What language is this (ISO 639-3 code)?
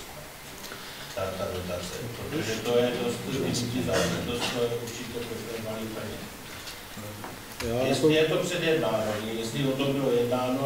ces